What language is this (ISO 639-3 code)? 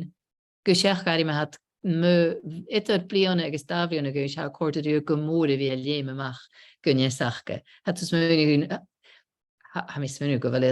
gla